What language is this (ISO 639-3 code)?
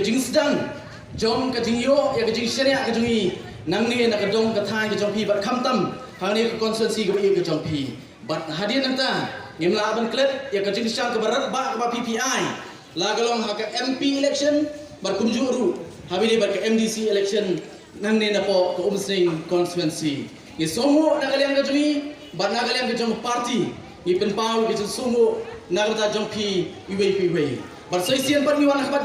kha